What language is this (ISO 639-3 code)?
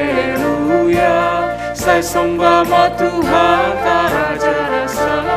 bts